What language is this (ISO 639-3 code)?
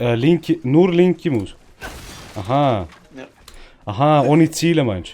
gsw